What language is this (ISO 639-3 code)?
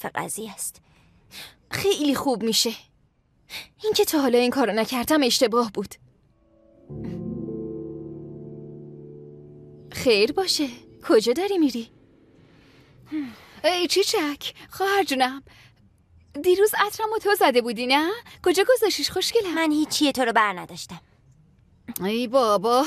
fas